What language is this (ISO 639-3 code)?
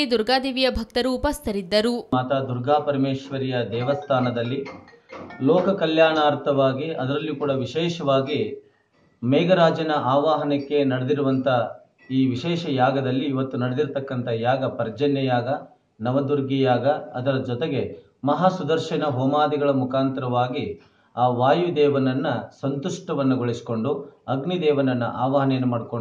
kan